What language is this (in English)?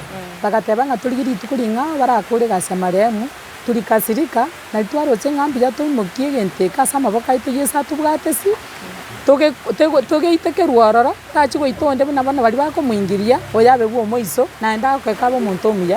Gusii